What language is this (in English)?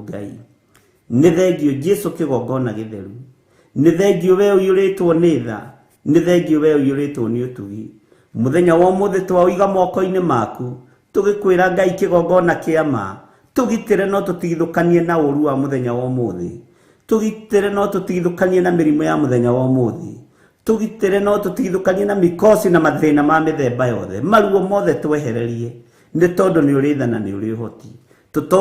Kikuyu